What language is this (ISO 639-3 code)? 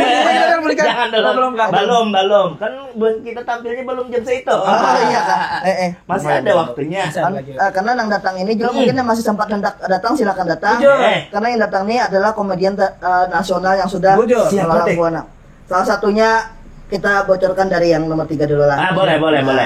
bjn